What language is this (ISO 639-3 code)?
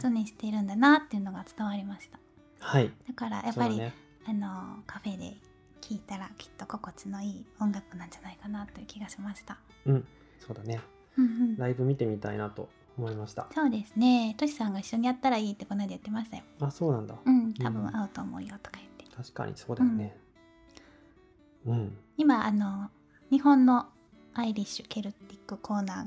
jpn